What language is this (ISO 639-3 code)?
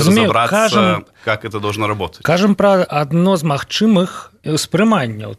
bel